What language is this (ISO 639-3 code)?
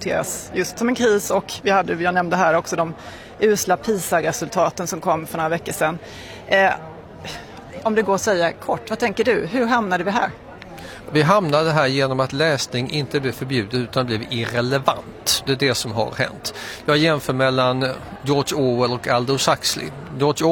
swe